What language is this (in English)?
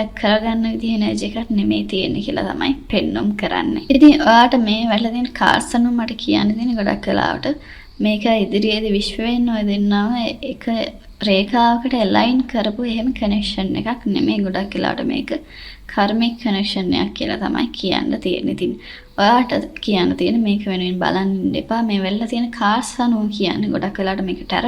Sinhala